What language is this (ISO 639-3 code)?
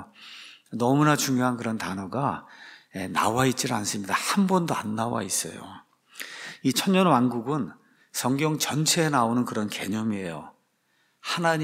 kor